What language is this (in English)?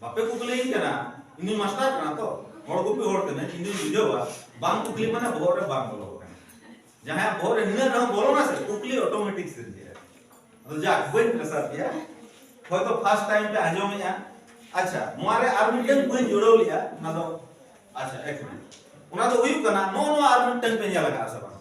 Santali